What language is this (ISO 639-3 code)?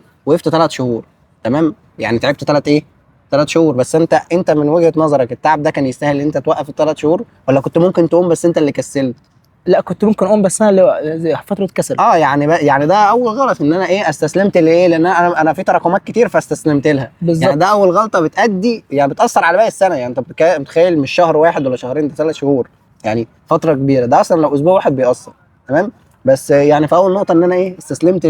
arz